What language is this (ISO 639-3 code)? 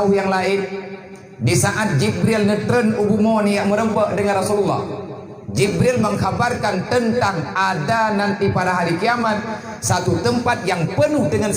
ace